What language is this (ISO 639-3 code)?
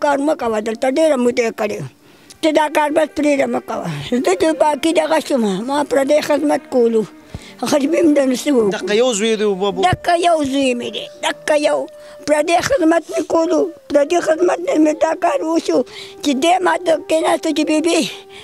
pus